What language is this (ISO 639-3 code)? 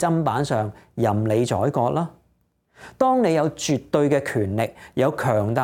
yue